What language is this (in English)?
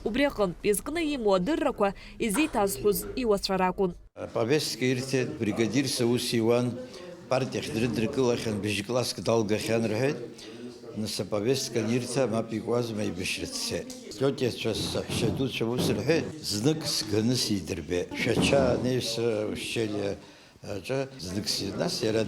Abkhazian